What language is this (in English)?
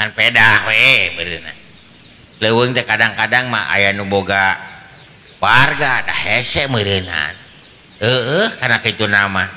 Sundanese